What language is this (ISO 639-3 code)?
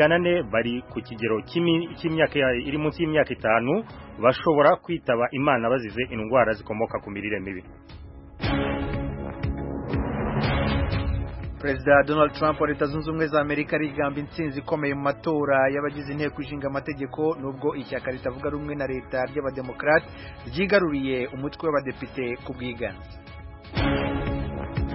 kin